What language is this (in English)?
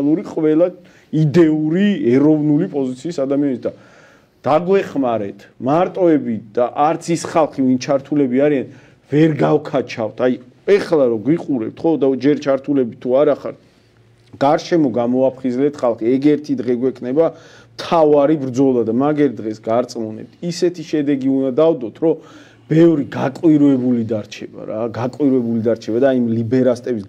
Georgian